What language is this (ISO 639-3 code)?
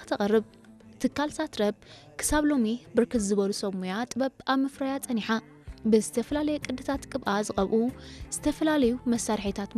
tir